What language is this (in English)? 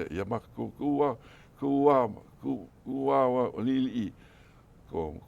Hawaiian